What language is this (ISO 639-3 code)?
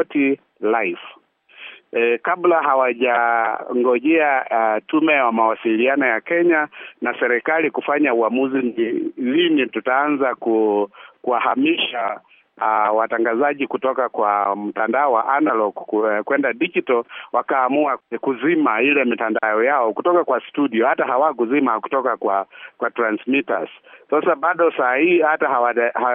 swa